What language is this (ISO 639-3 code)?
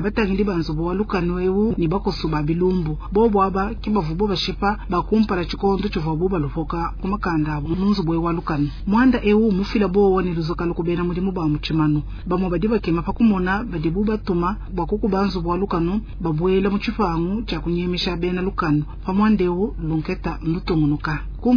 lua